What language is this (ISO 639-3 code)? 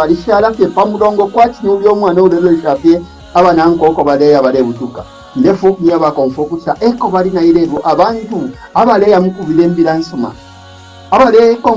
bem